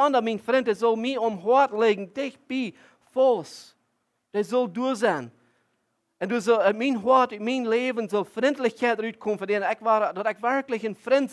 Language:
Plautdietsch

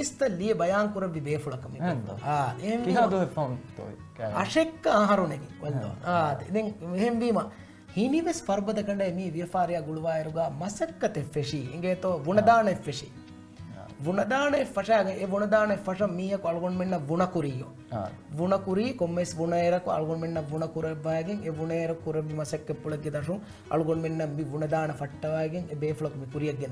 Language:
Divehi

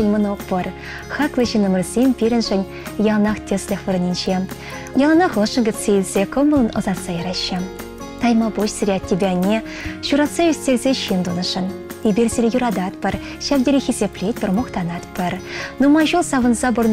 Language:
Chuvash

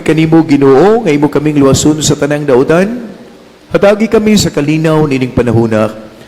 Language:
Cebuano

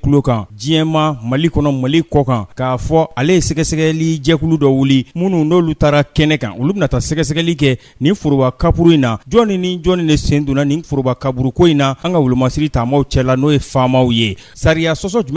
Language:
Bambara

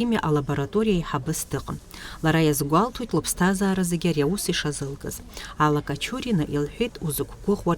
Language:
Abkhazian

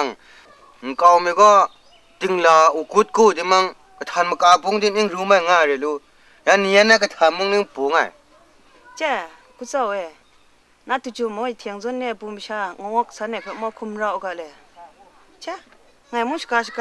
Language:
Kachin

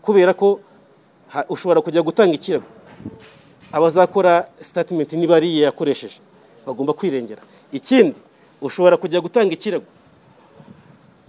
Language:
Kinyarwanda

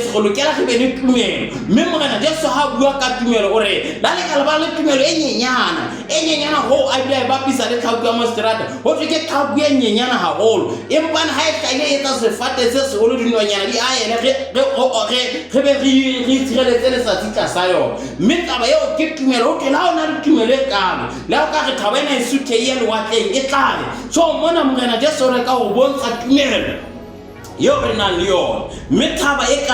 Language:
Southern Sotho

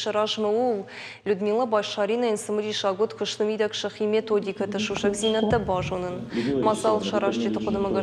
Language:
Ossetic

